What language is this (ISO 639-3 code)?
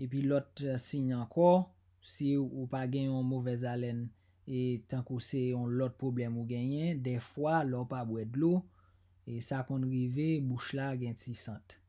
hat